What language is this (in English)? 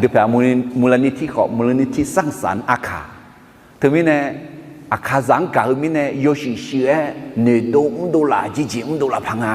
Akha